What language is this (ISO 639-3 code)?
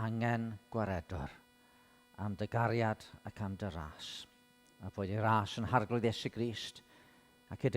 cym